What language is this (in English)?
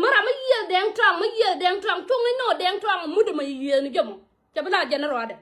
Nuer